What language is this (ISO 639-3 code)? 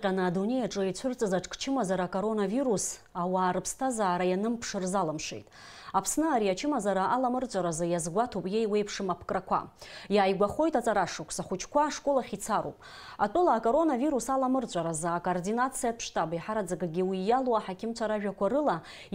abk